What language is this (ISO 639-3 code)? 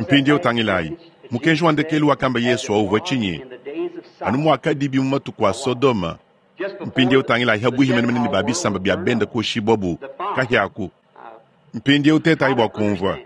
lua